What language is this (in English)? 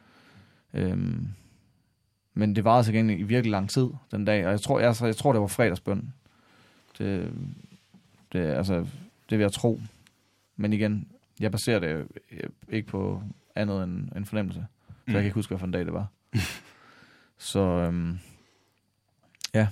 Danish